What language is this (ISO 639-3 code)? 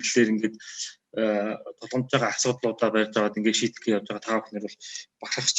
mon